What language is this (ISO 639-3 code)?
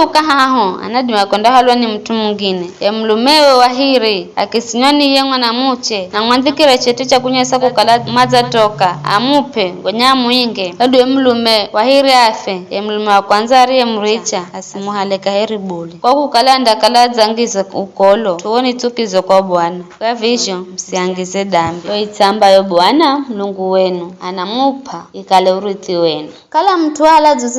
nyf